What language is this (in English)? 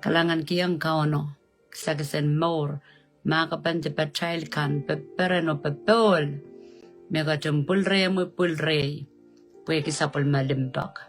Pohnpeian